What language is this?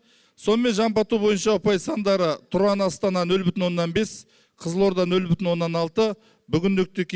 Kazakh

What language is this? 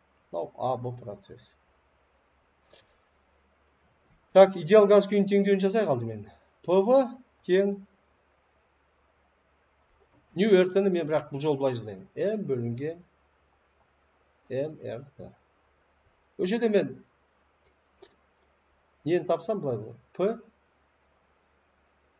Kazakh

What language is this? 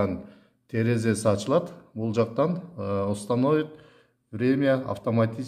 Kyrgyz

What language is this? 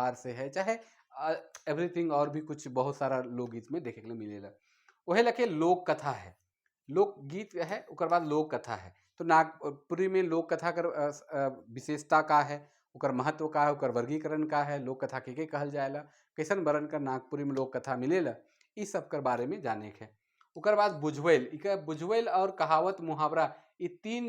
Sadri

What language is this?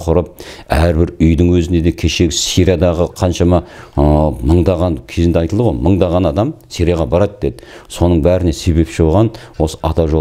Kazakh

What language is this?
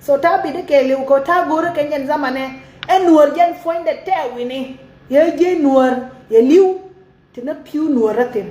Nuer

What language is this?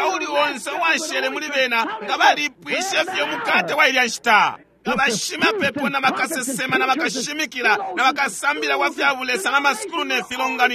Bemba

